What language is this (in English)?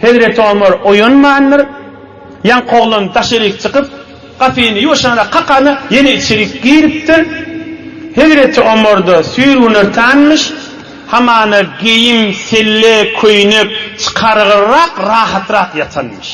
Turkmen